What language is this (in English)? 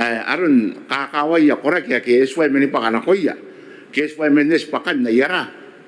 Gilbertese